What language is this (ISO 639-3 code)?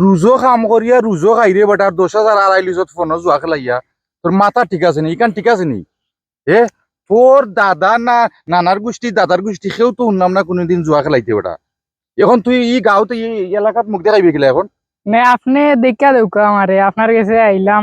syl